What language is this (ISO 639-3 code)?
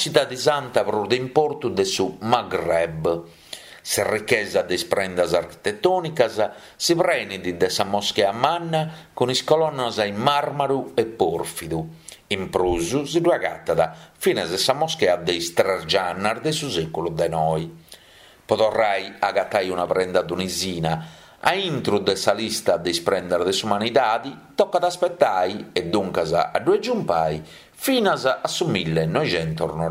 srd